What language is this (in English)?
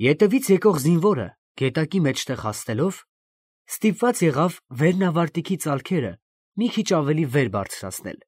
Armenian